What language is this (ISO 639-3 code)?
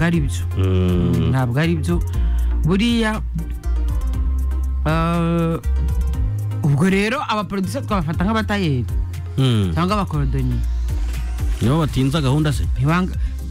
kin